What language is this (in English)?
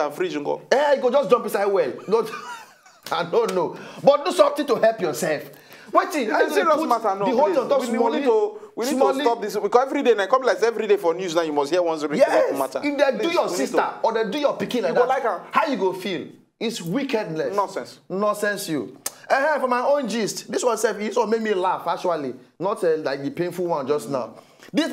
Nigerian Pidgin